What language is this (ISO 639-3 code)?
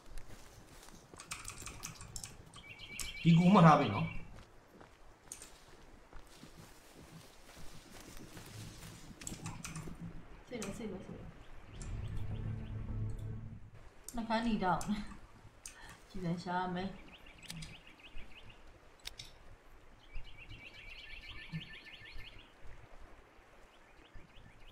mya